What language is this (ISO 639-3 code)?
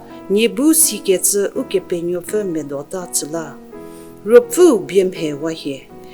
njm